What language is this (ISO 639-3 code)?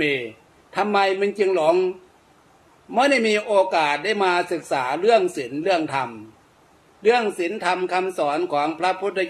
tha